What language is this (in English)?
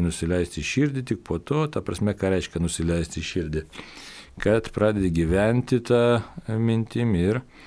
Lithuanian